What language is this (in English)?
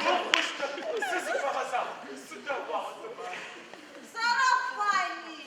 Adyghe